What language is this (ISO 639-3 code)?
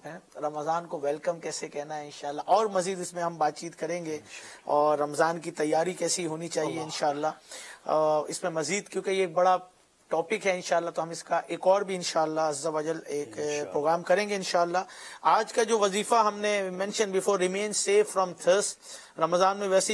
urd